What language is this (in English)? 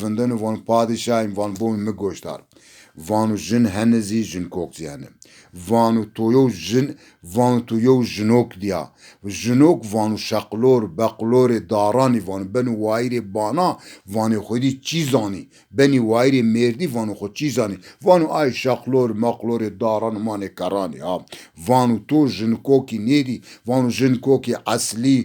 Zaza